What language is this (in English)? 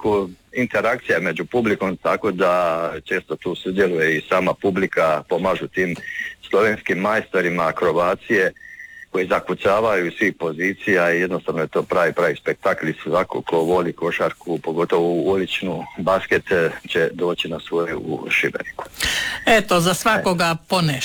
Croatian